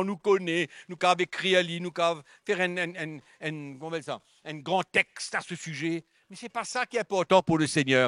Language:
Morisyen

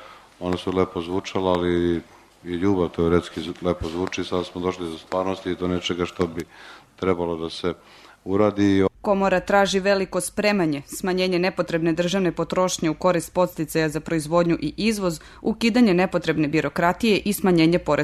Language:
Serbian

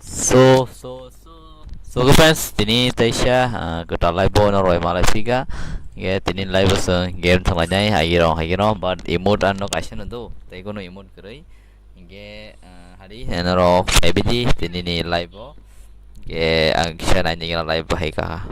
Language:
Kok Borok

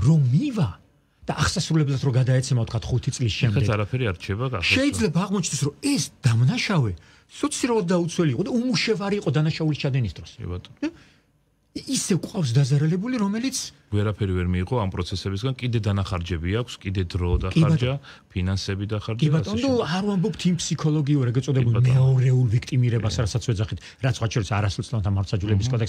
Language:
Georgian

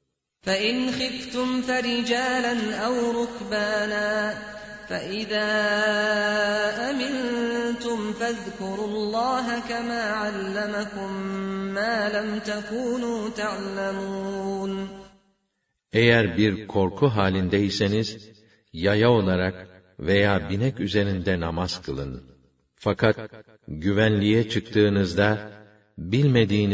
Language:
Turkish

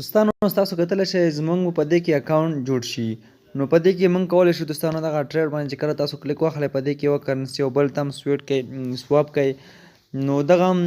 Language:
Pashto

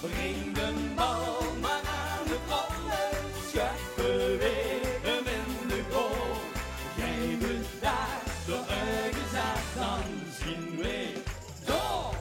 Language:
Limburgish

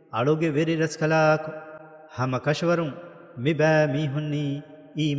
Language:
Divehi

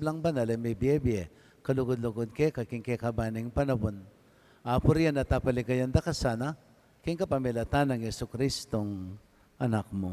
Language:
Pampanga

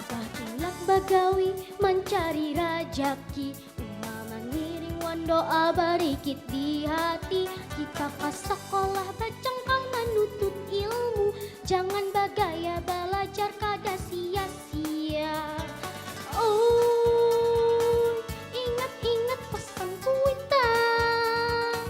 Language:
Banjar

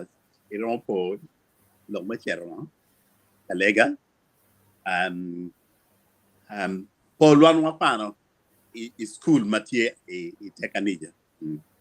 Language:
Acoli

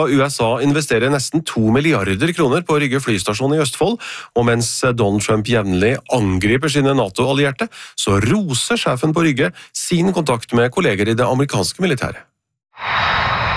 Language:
Norwegian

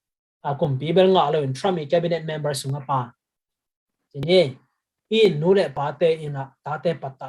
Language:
Tedim Chin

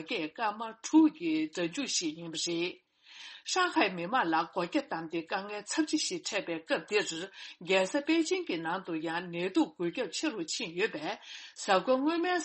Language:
Tibetan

